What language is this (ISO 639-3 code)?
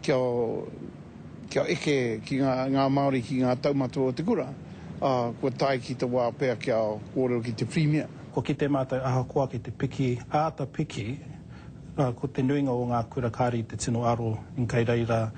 mri